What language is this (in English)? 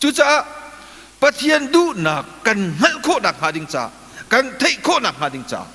Hakha Chin